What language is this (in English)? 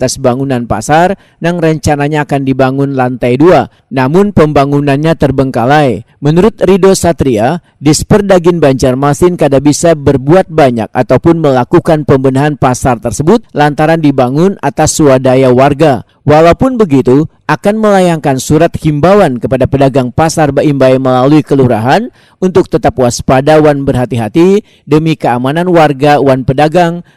Banjar